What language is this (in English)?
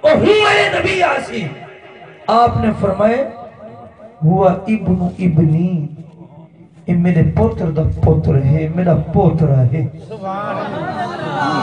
Saraiki